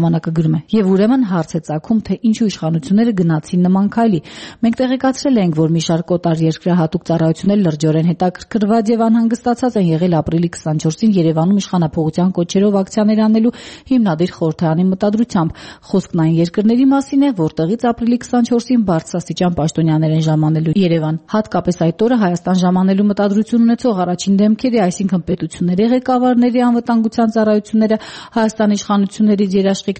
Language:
Armenian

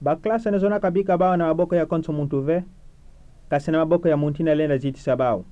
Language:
Kituba (Democratic Republic of Congo)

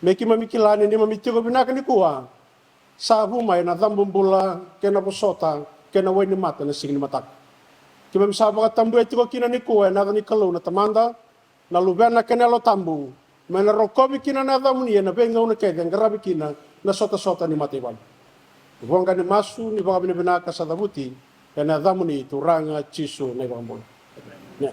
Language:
Fijian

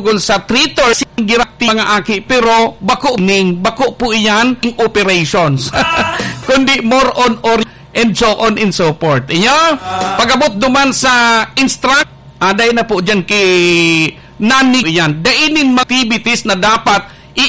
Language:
Bikol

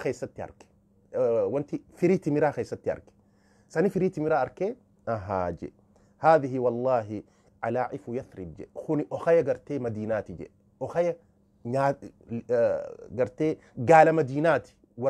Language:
Oromo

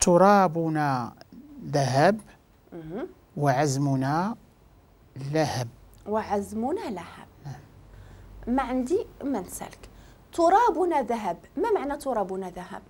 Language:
Moroccan Arabic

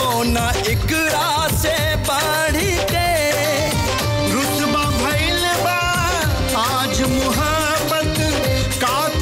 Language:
Bhojpuri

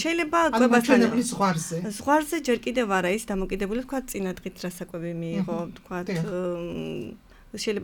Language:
Georgian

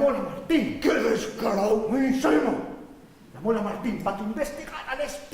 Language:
Asturian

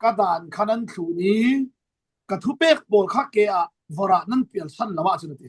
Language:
Falam Chin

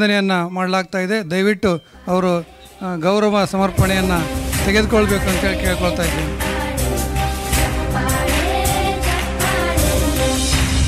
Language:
Kannada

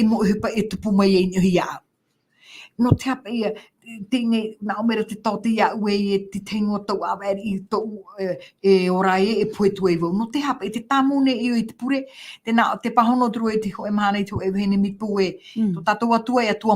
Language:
Tahitian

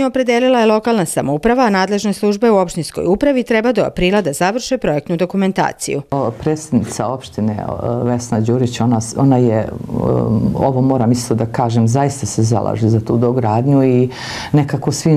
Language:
Serbian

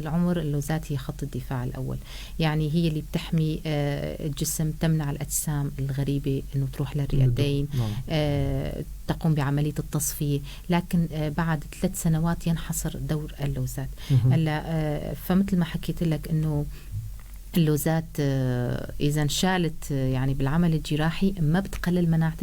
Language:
North Levantine Arabic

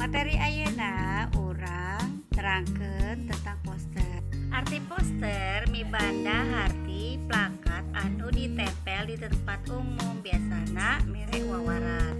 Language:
Sundanese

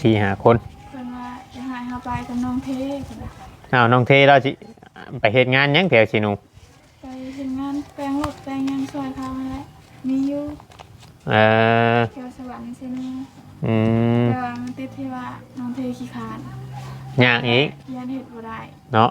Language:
Northeastern Thai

